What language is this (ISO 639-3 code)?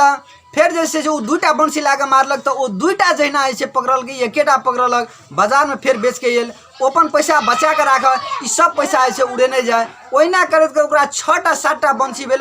mai